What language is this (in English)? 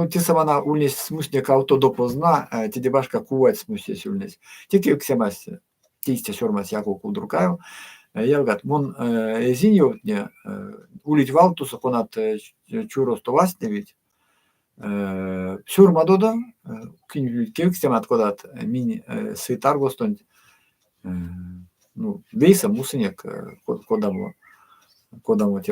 Erzya